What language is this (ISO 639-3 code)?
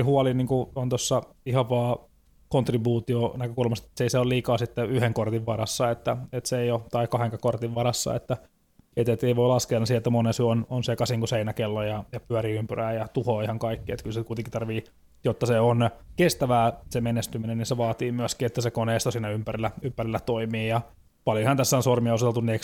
fin